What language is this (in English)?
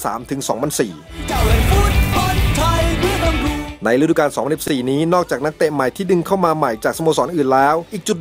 Thai